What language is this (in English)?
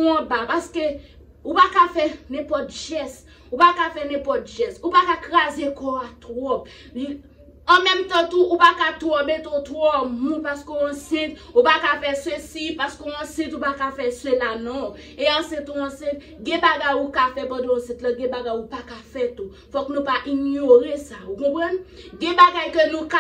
Haitian Creole